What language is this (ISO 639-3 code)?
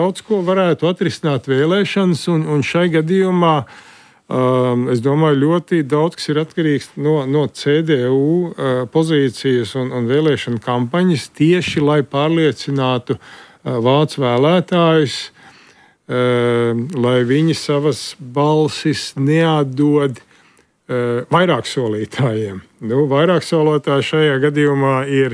lav